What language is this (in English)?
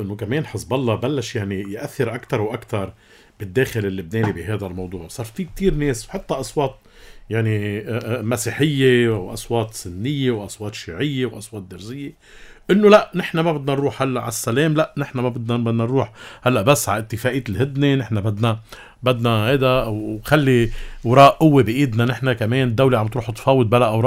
North Levantine Arabic